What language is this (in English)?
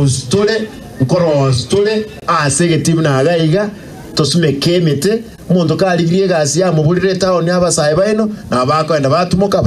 Gusii